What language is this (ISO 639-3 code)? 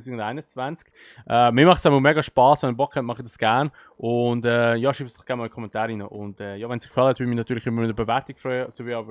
gsw